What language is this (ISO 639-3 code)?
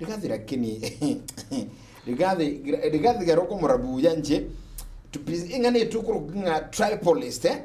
guz